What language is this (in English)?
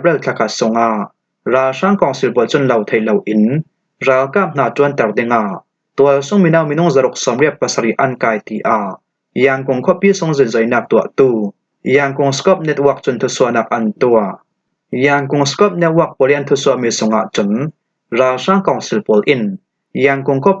Falam Chin